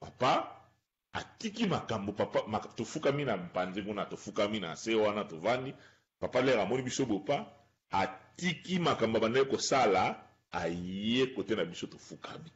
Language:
Lingala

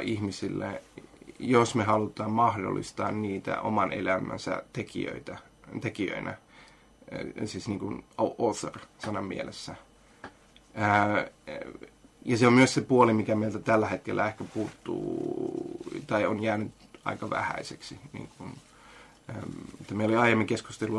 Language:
Finnish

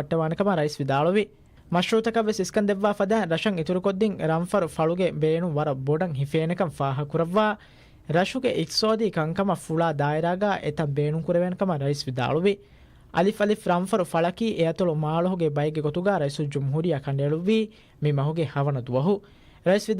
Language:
Divehi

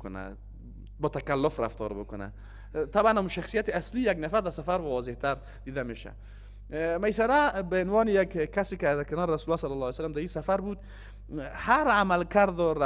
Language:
Persian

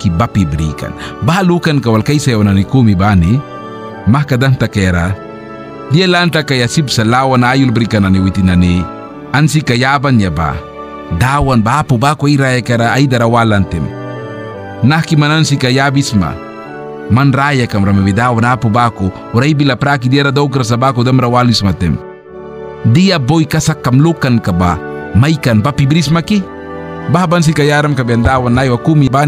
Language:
Mískito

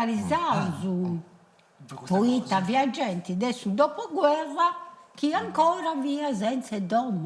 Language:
Sardinian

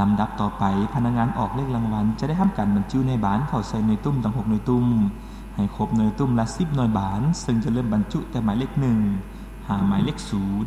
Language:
Lao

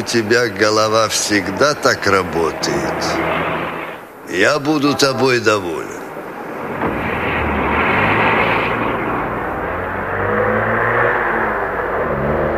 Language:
Russian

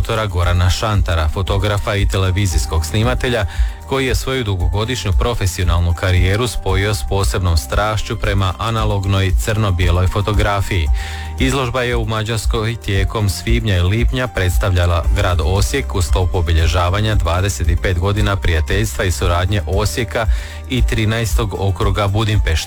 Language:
Croatian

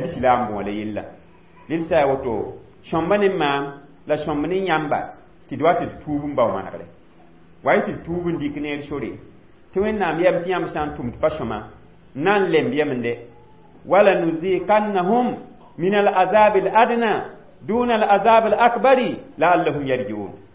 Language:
Mossi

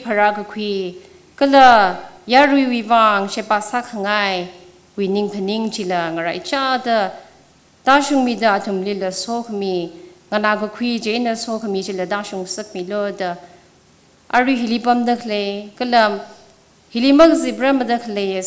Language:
Tangkhul Naga (India)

